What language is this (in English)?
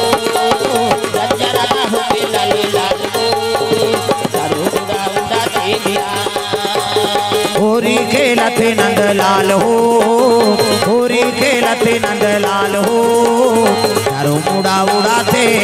Bhojpuri